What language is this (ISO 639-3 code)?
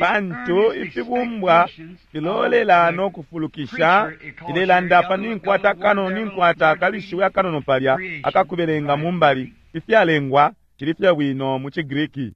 bem